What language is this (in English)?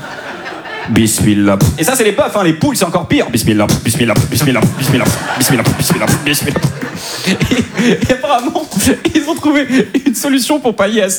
French